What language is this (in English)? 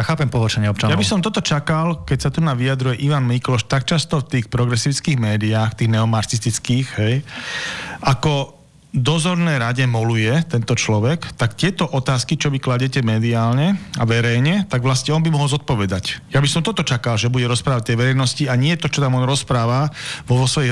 Slovak